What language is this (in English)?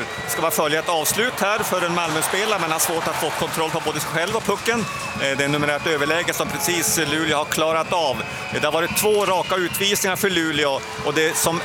Swedish